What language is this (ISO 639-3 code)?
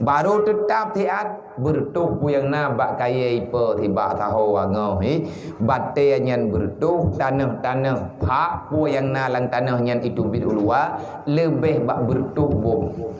ace